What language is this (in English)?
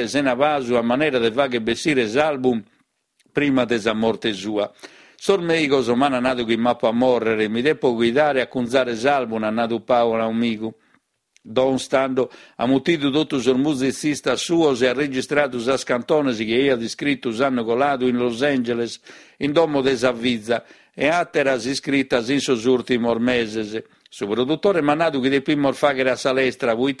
Sardinian